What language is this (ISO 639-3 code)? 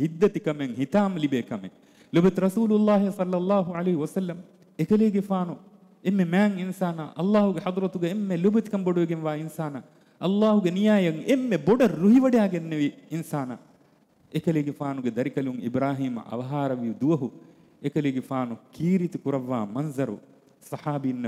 div